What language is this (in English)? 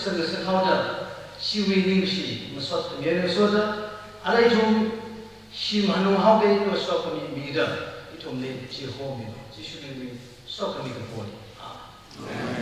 Tangkhul Naga (India)